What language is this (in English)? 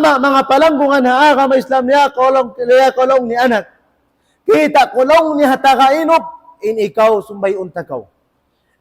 Tausug